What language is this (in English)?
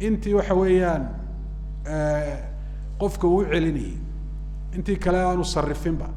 Somali